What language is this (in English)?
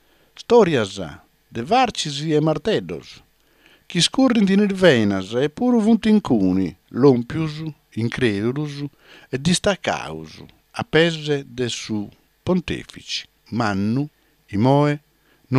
Sardinian